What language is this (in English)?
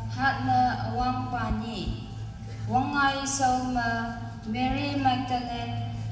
Konyak Naga